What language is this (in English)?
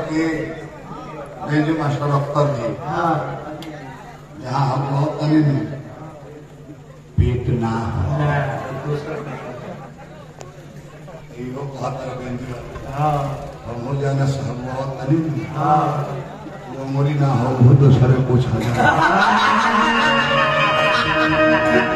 Bhojpuri